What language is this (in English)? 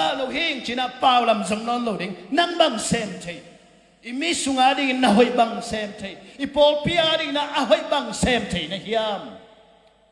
Tedim Chin